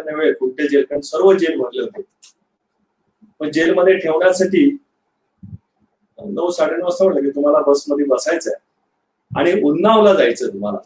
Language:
Marathi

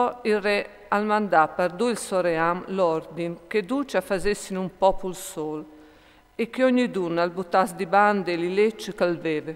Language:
Friulian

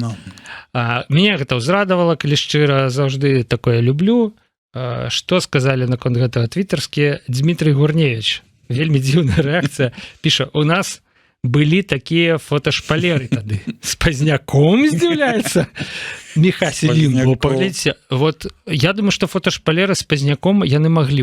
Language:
Belarusian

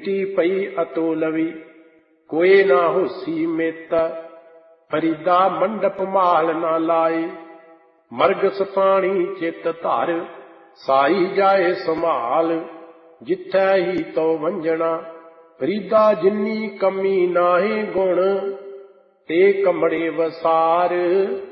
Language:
Punjabi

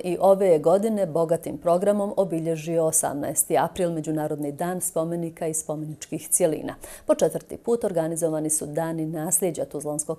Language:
Bosnian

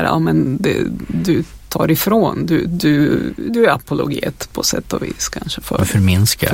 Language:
Swedish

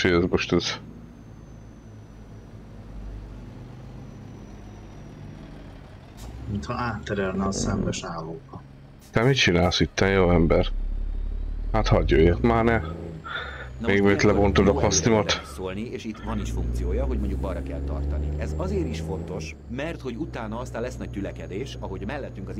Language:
Hungarian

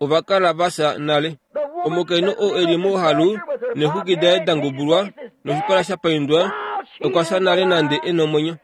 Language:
Kuanyama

